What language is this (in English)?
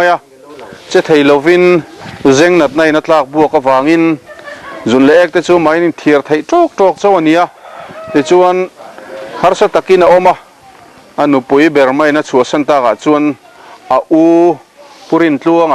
Mizo